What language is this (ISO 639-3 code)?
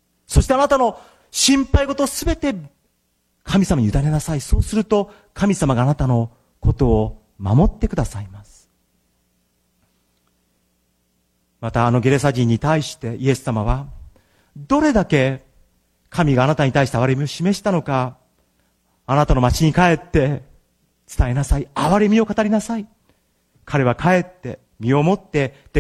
jpn